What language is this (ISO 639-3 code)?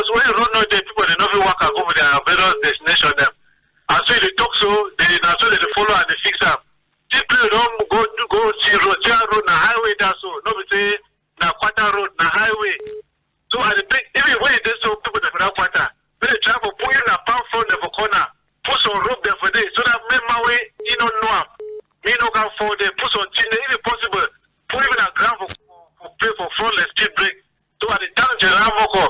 wes